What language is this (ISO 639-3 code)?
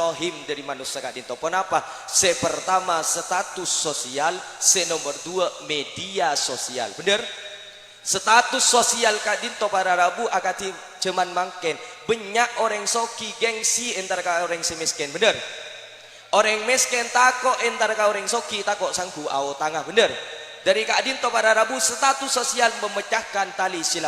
mad